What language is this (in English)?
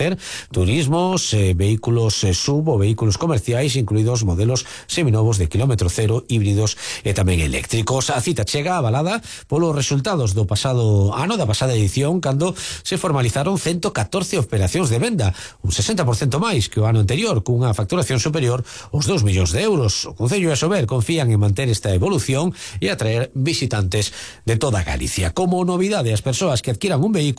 Galician